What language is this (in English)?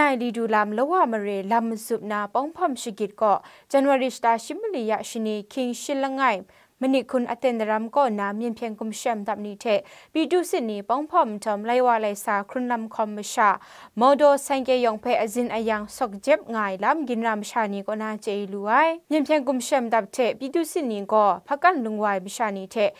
Kachin